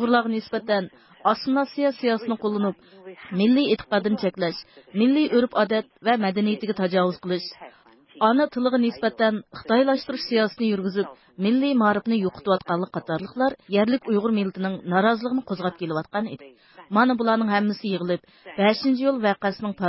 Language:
Uyghur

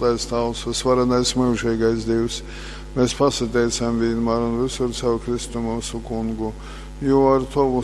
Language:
Latgalian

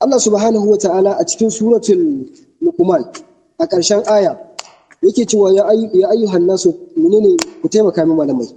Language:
Hausa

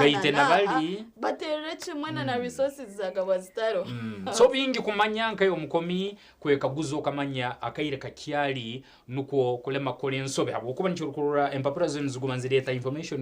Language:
Nyankole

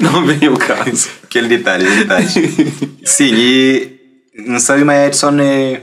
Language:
Kabuverdianu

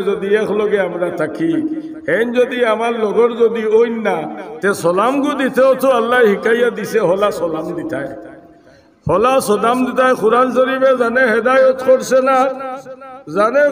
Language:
Sylheti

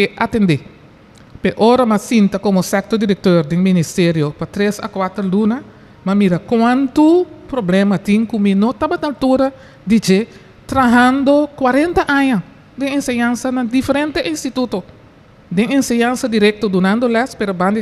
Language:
Papiamento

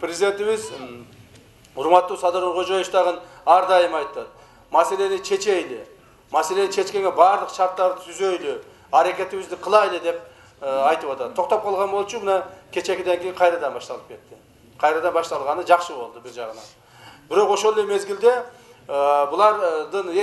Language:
Kyrgyz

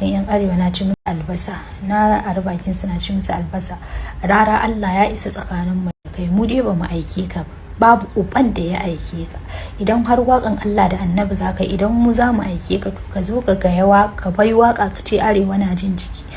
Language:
Hausa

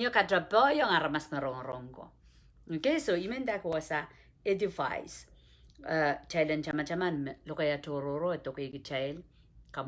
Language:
Pohnpeian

